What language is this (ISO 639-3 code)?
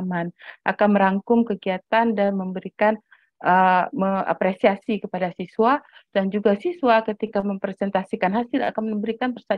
ind